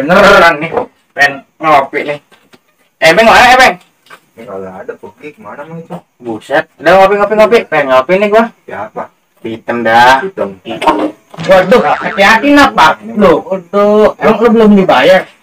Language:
Betawi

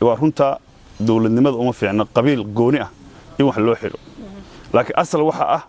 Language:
Somali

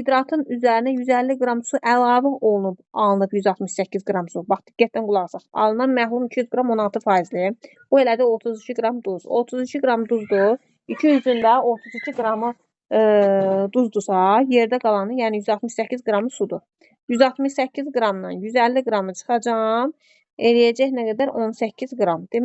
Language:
Azerbaijani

